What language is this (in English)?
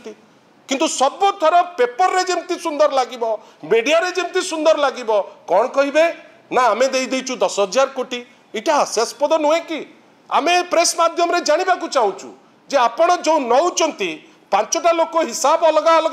Odia